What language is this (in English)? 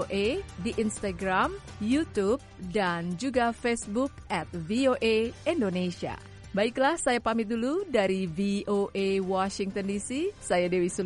Indonesian